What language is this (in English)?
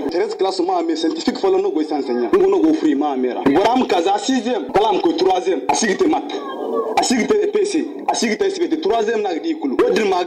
Zarma